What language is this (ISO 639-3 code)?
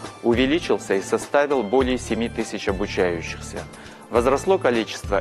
rus